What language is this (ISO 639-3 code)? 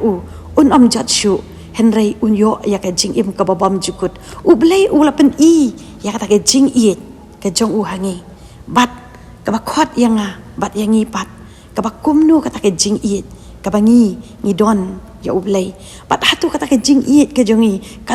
kha